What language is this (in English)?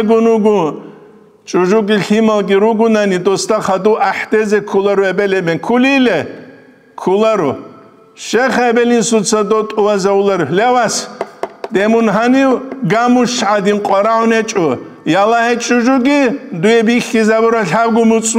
Avaric